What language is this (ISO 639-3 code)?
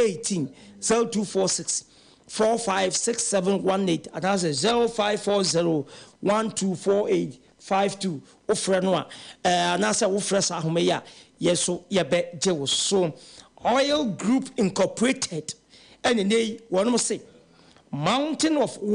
aka